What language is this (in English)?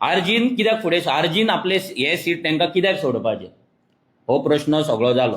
Konkani